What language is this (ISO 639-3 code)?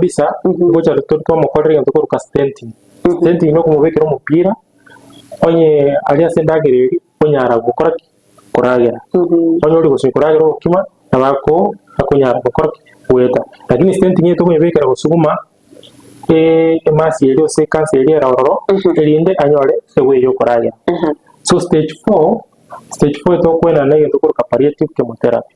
guz